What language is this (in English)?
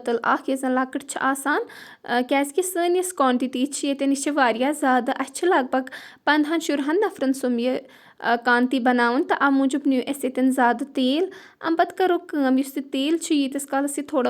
Kashmiri